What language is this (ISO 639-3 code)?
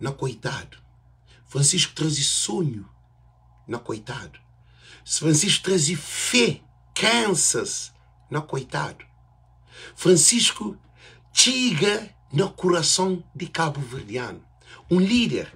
kea